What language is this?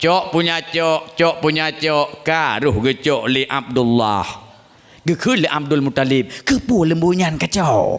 Achinese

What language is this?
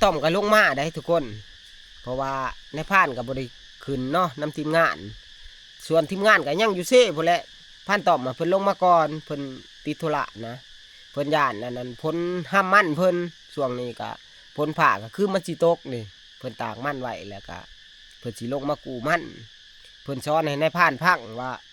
Northeastern Thai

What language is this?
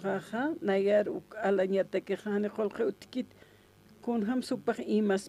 Aymara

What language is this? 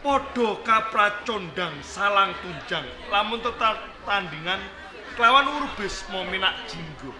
Javanese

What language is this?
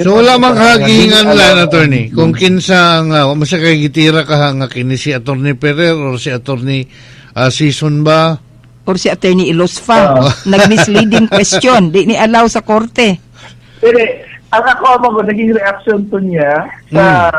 Cebuano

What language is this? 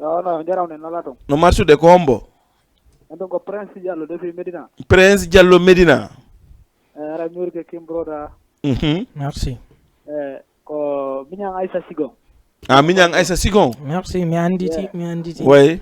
Fula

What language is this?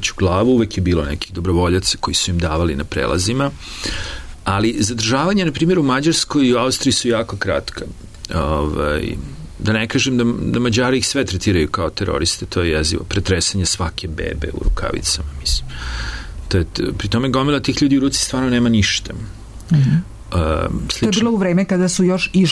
Serbian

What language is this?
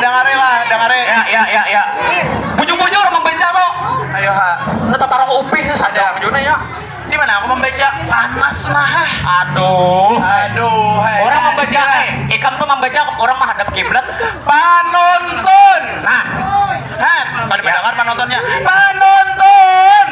Banjar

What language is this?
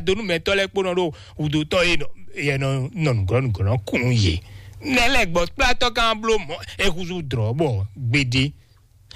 Fon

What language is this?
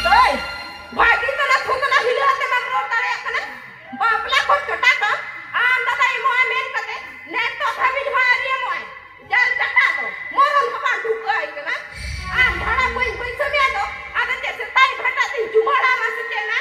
Santali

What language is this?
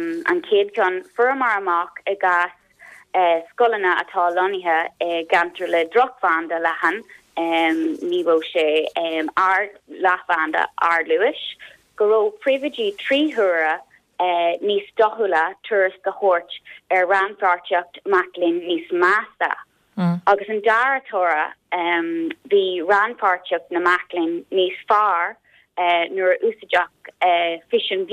Irish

